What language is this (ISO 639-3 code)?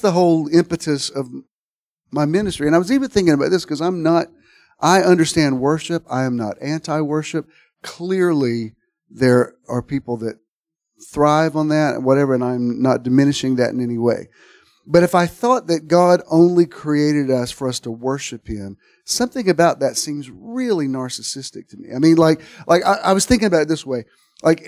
eng